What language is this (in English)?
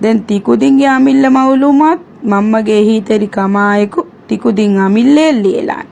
Divehi